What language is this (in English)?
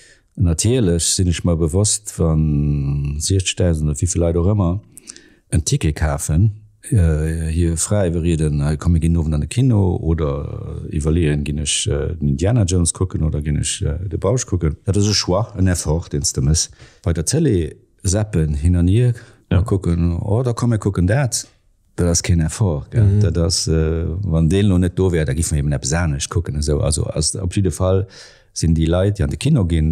Luxembourgish